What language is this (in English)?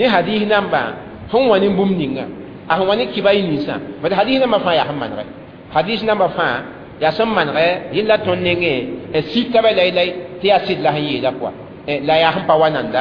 Mossi